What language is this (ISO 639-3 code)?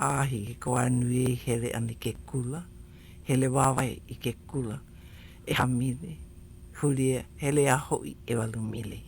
haw